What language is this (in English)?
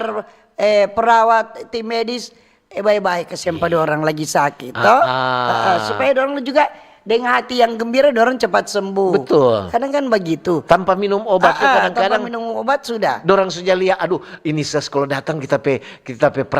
Manado Malay